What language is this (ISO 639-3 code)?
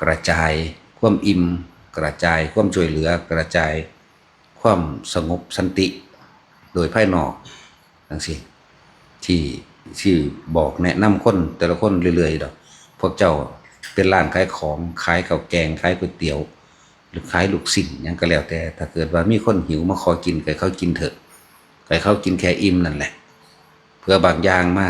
tts